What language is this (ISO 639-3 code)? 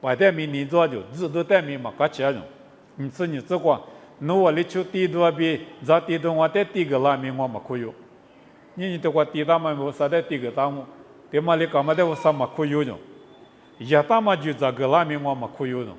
lis